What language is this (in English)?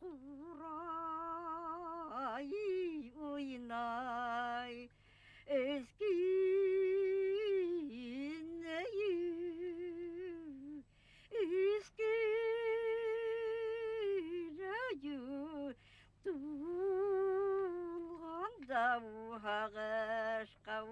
Bashkir